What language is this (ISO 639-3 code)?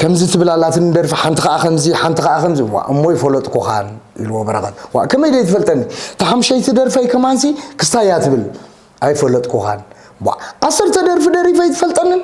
tir